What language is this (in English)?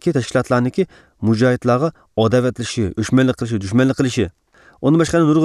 Uyghur